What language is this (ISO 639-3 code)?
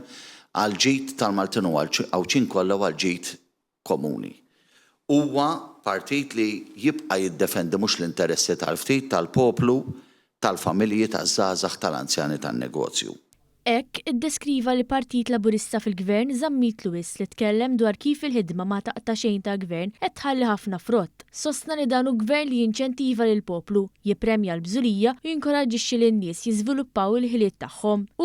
mlt